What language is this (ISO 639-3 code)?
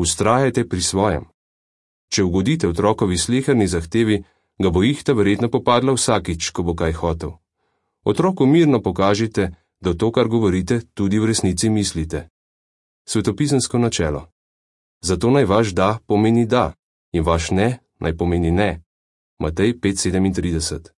slv